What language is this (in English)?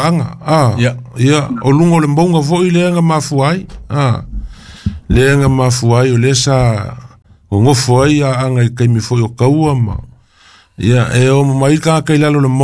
Samoan